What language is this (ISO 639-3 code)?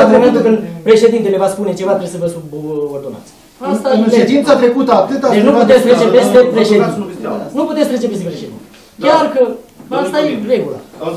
ron